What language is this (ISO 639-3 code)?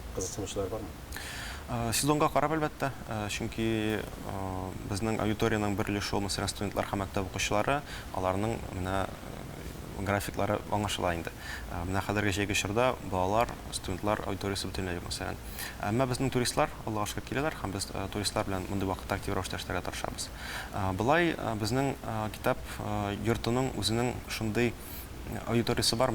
tat